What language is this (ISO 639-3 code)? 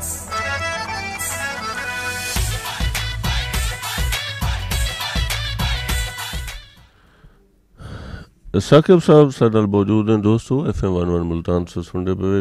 urd